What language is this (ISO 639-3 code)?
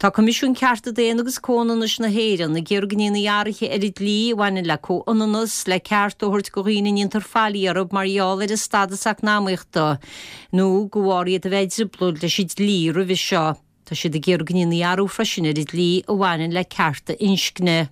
gle